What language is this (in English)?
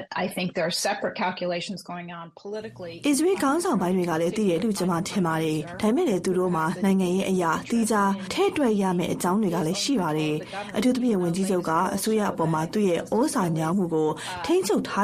Burmese